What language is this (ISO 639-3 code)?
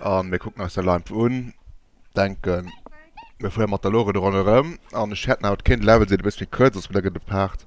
ltz